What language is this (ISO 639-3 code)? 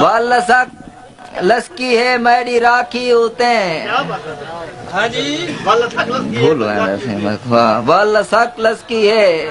skr